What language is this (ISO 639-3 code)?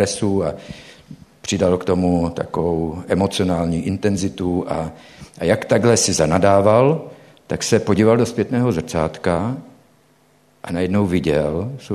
ces